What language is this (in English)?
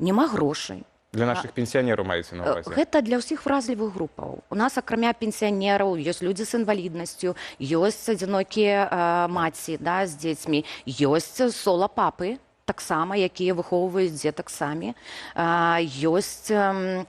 Belarusian